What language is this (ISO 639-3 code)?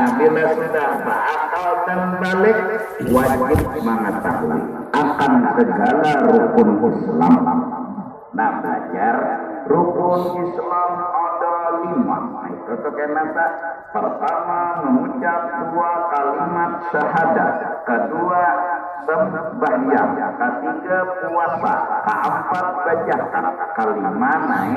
bjn